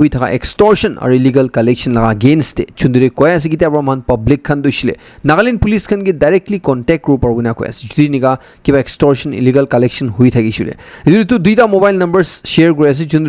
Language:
Naga Pidgin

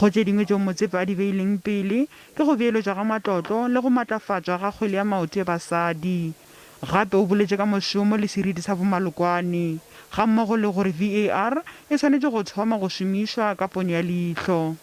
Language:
Northern Sotho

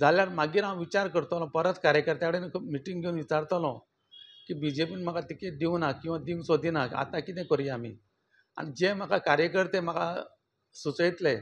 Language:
Konkani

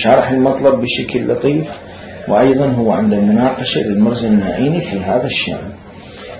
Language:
Mesopotamian Arabic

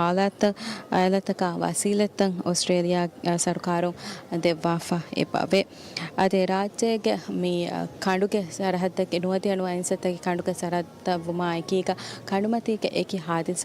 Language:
Divehi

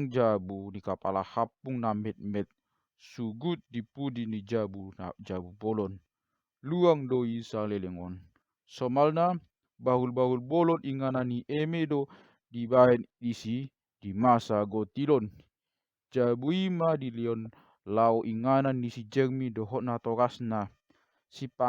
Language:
Batak Toba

